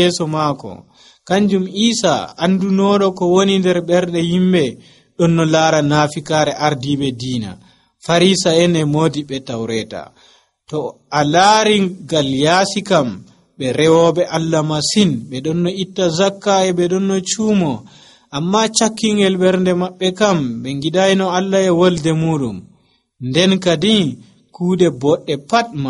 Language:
Nigerian Fulfulde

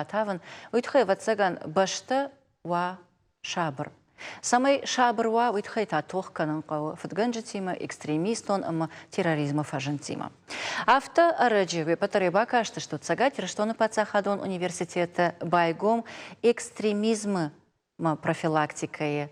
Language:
Ossetic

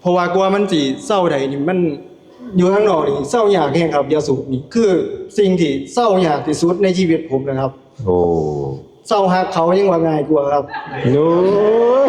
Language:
Northeastern Thai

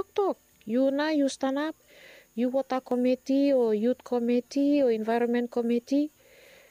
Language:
Bislama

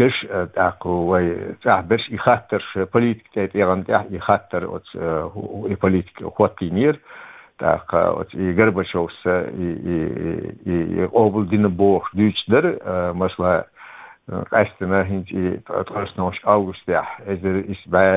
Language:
Chechen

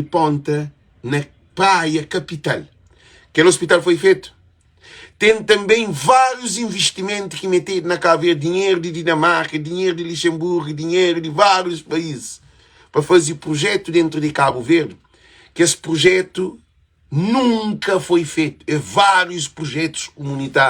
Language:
Kabuverdianu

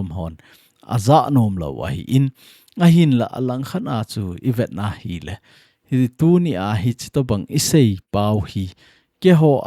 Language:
Thado Chin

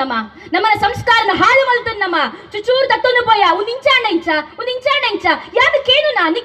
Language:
Tulu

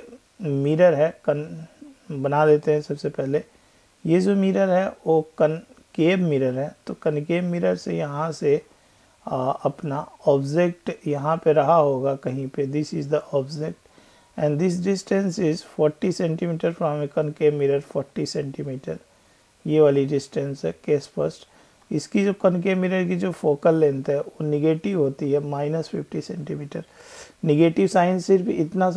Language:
Hindi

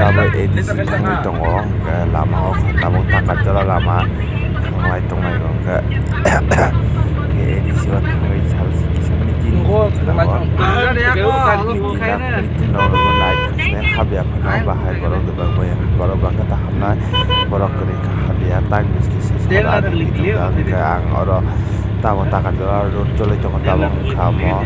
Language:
Kok Borok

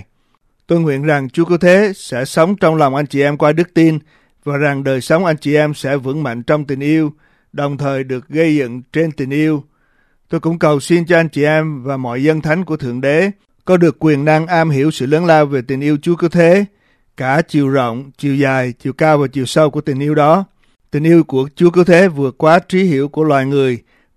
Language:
Vietnamese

